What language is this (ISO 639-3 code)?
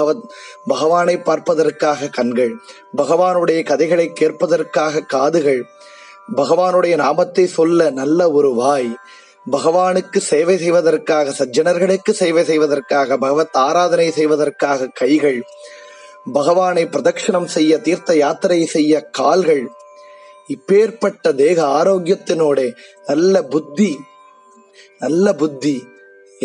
tam